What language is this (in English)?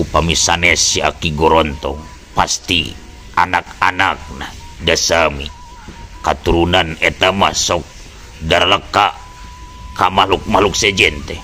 Sundanese